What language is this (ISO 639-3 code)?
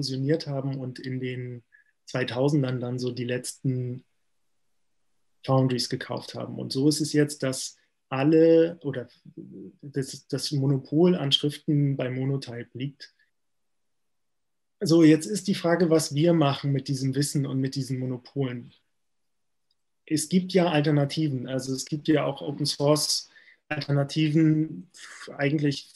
deu